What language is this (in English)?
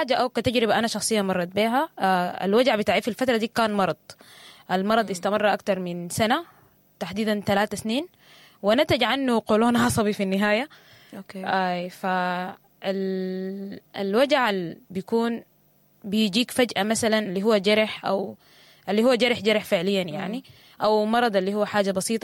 Sudanese Arabic